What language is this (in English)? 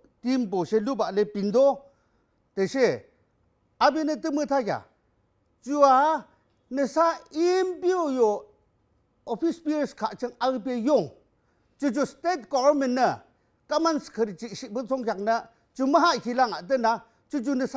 Yimchungru Naga